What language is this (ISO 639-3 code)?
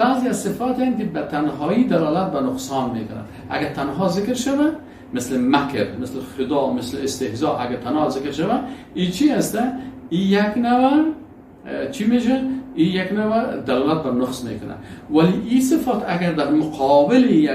fas